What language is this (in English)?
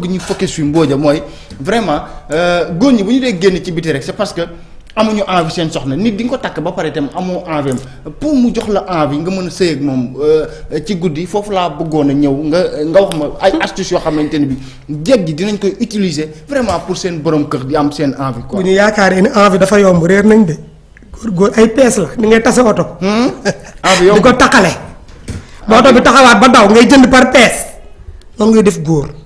Wolof